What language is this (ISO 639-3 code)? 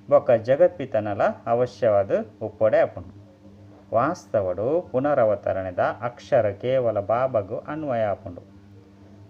tcy